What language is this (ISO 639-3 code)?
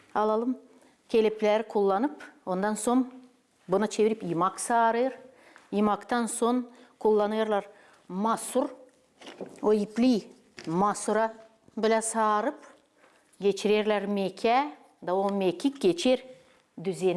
gag